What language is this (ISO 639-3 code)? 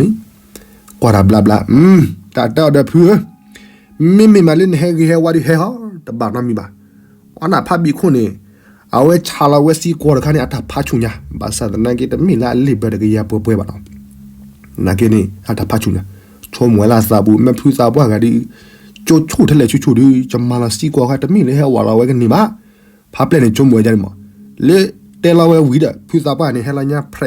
ksw